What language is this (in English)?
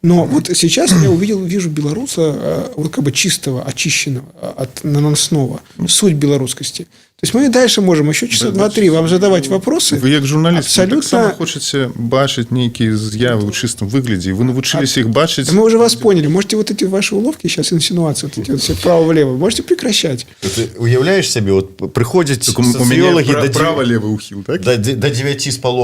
Belarusian